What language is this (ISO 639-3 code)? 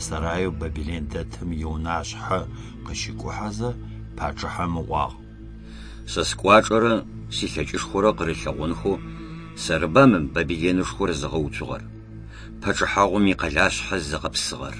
ady